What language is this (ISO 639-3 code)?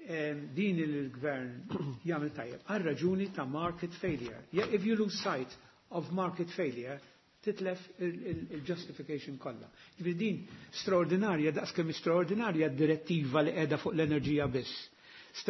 mlt